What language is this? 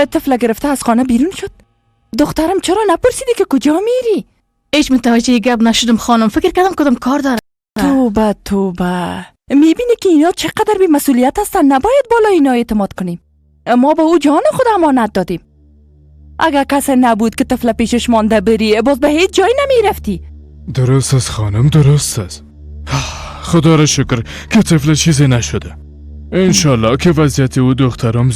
Persian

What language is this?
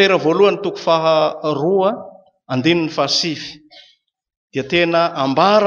Malagasy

